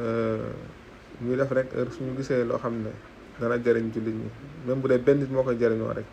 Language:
Wolof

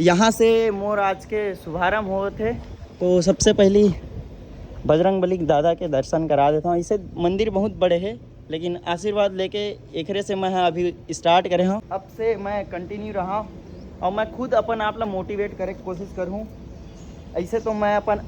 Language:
Chhattisgarhi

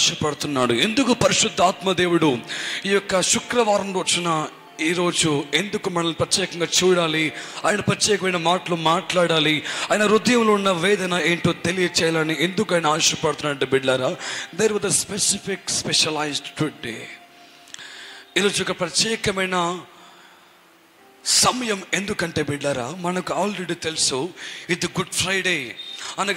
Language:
Telugu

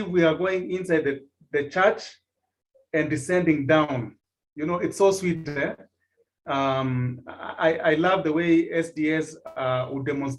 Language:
Kalenjin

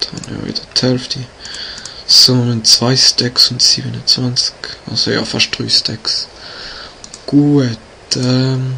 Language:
Swiss German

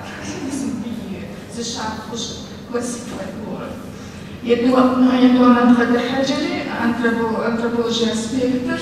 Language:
Kabardian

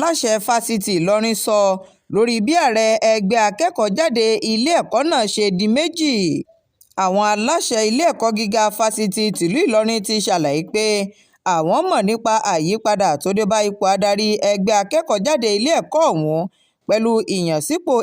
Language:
Yoruba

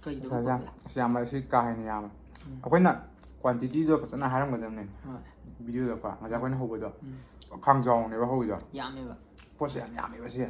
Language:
Manipuri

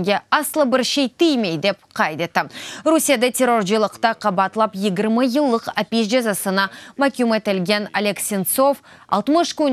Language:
Crimean Tatar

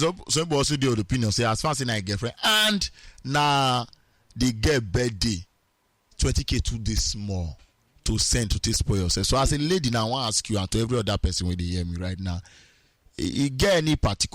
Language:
Nigerian Pidgin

